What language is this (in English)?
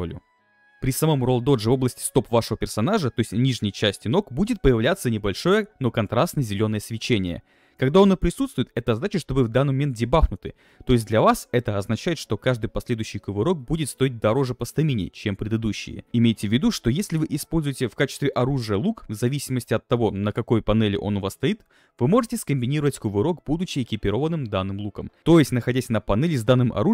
Russian